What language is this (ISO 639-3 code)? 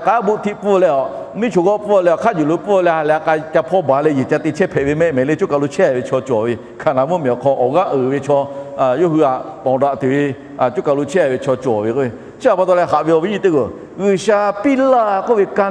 lhu